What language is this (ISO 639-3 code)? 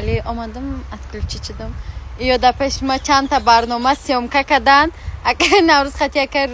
tgk